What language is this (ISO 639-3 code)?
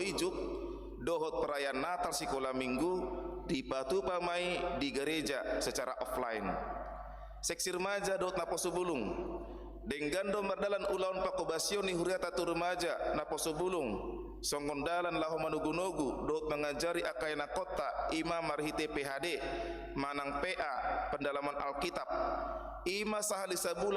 bbc